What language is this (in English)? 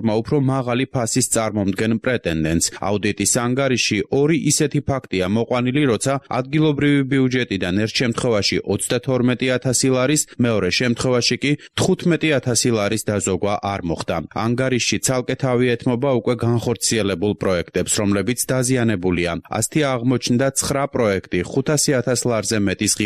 Georgian